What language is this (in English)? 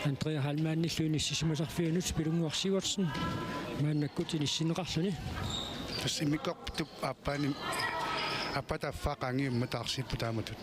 Kalaallisut